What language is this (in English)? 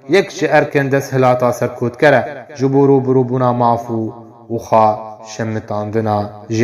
Kurdish